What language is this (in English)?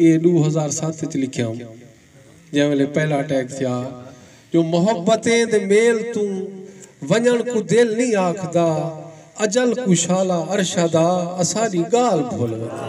Saraiki